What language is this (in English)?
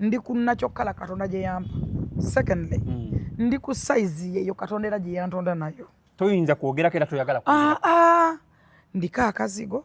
Ganda